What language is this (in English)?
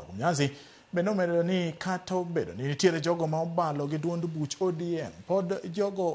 Luo (Kenya and Tanzania)